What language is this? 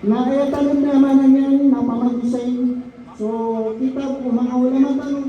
Maranao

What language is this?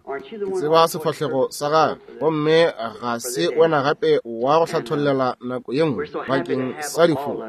Northern Sotho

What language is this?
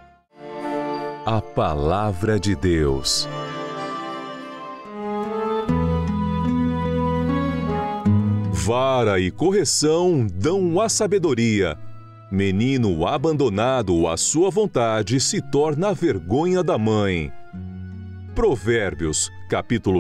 Portuguese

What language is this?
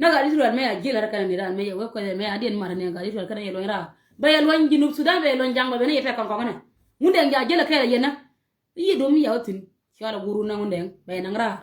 Nuer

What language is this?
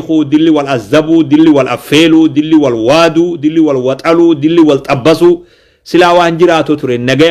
Oromo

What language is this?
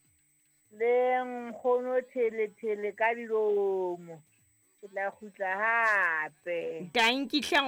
Southern Sotho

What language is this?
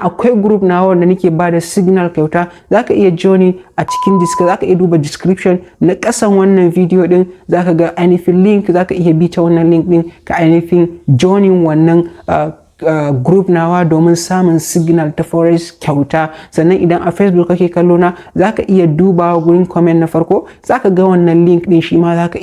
Hausa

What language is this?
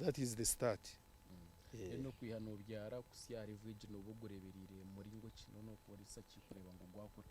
Nyankole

